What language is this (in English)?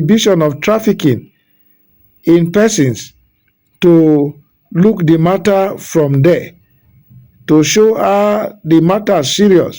Nigerian Pidgin